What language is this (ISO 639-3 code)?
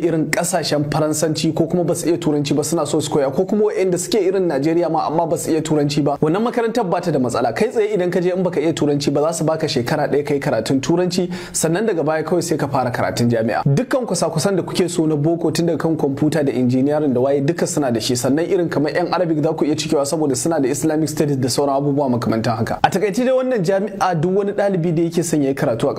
hau